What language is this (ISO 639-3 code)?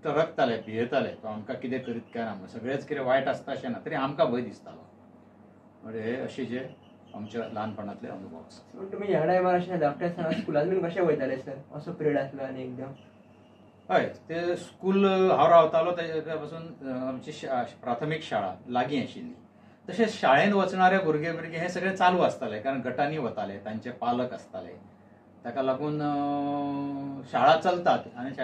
kok